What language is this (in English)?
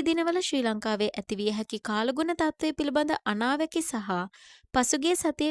Sinhala